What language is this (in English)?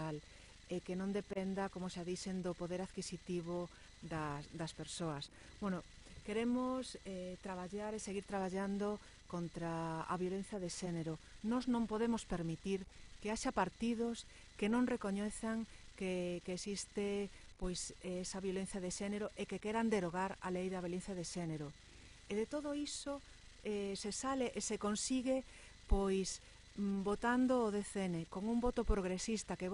Galician